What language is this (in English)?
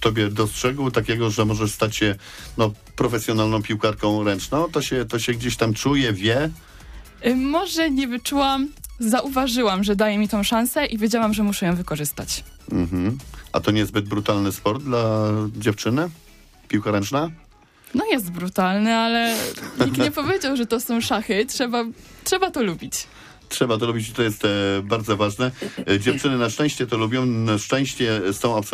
Polish